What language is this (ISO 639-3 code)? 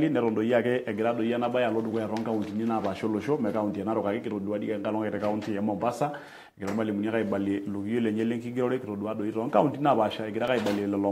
mas